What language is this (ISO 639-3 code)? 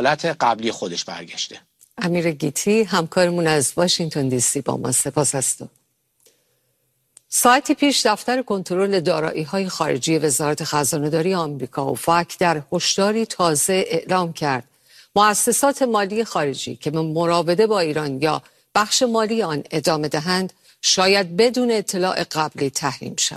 fas